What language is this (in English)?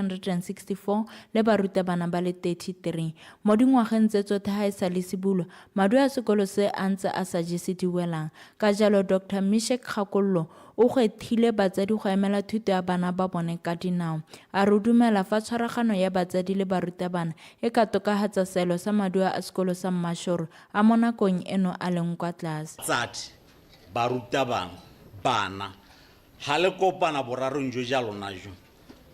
Tswana